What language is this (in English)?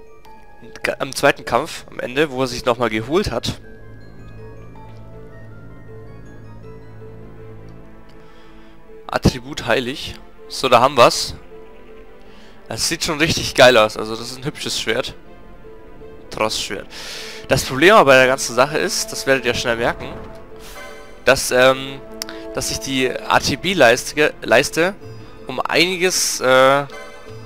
German